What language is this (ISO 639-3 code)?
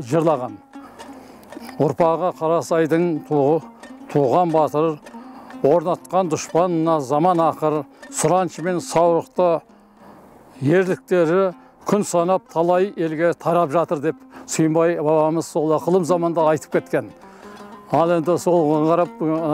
kaz